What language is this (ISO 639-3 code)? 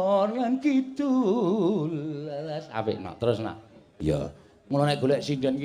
jav